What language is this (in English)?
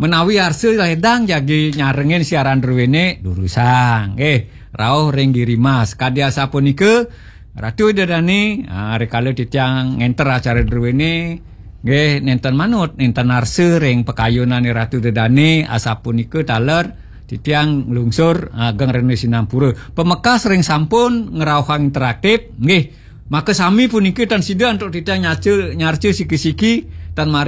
Balinese